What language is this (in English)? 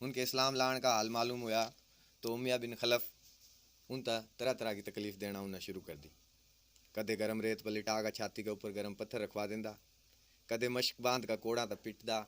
Haryanvi